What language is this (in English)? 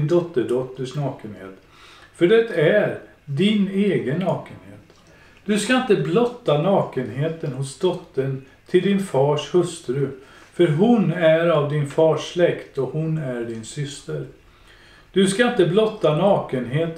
Swedish